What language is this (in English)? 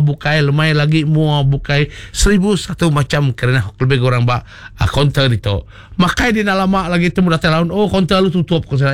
Iban